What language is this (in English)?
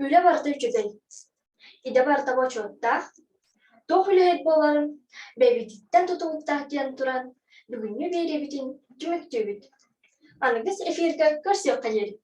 Yakut